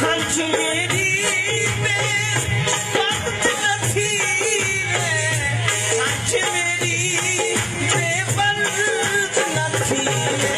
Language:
Saraiki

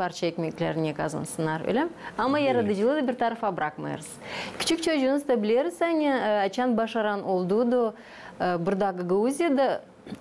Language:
Gagauz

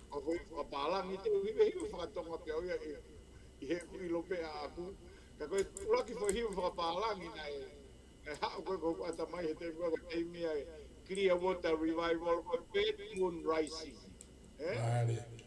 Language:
Tongan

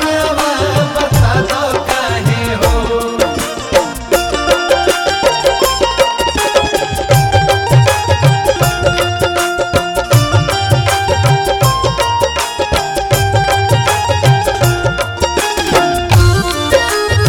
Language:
Bhojpuri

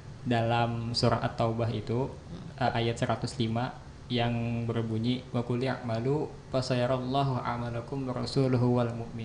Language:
Banjar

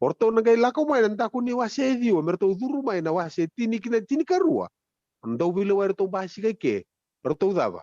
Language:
Fijian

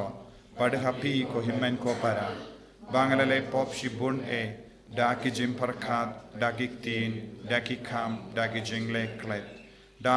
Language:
Khasi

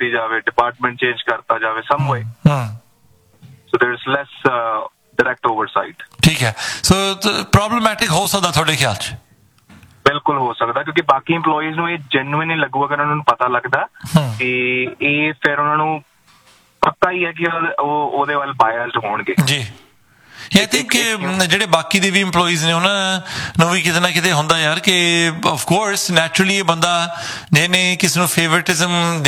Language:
Punjabi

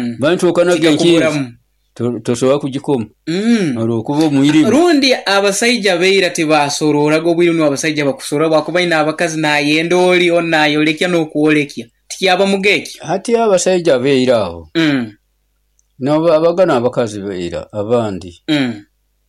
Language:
Nyoro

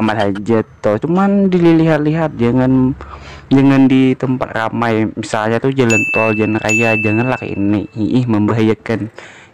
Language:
Banjar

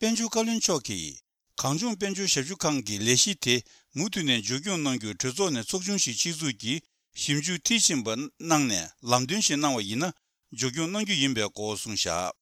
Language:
Tibetan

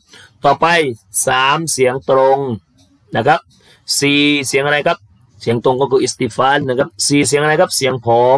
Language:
Thai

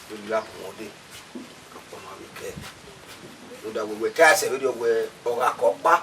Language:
Bini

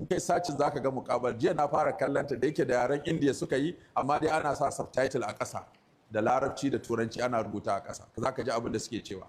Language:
Hausa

